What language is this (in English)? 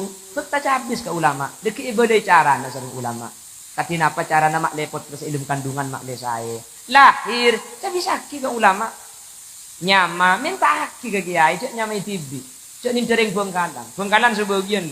Madurese